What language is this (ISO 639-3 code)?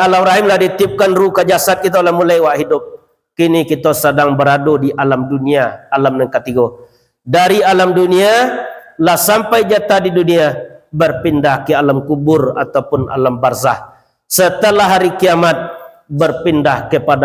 min